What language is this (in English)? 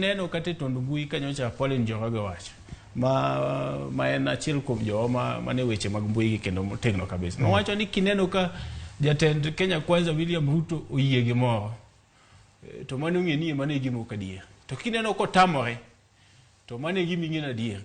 Luo (Kenya and Tanzania)